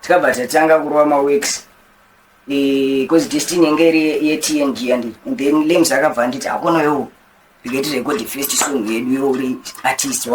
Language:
Shona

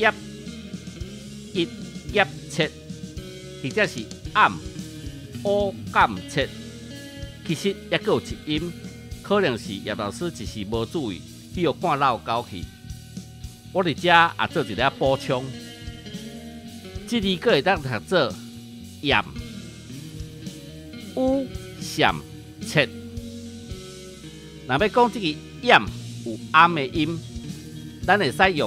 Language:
Min Nan Chinese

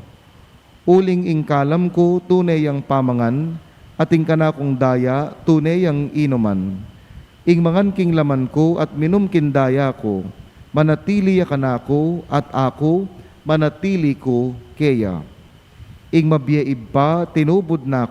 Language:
Pampanga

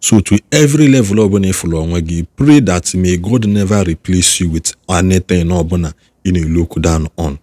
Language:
Igbo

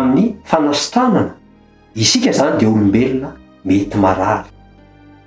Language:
Malagasy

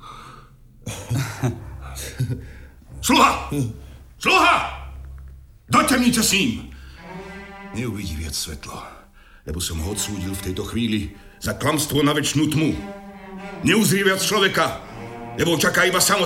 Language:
Slovak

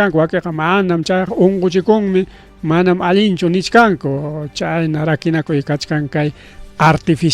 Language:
Ayacucho Quechua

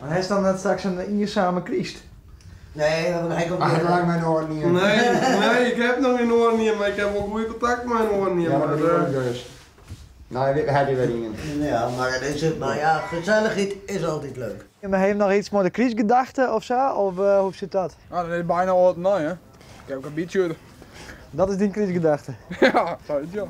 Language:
Western Frisian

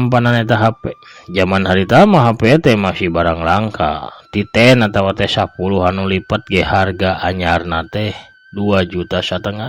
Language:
Sundanese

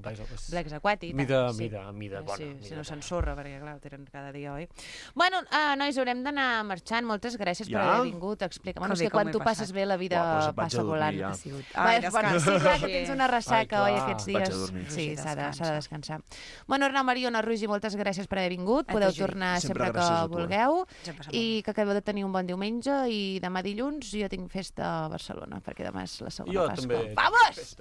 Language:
Catalan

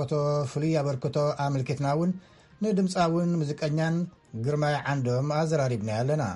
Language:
Tigrinya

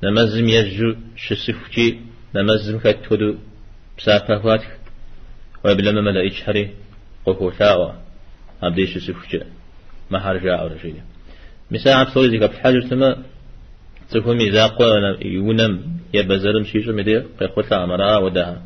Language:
Kabardian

